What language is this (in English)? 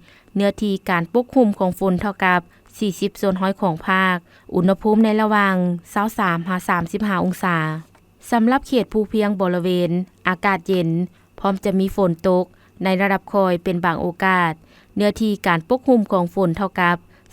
Lao